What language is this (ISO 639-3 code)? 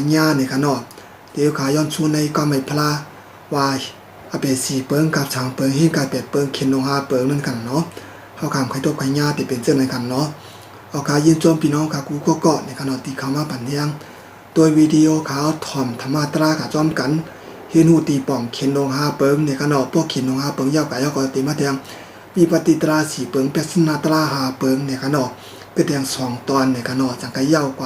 shn